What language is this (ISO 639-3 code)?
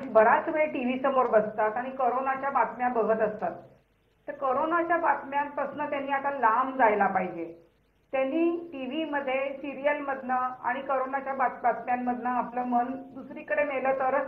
mar